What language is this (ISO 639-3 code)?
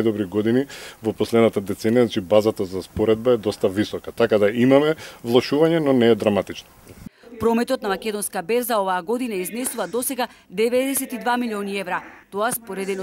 mkd